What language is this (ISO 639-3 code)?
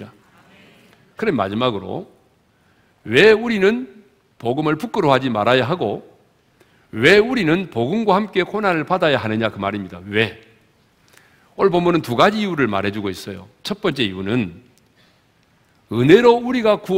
kor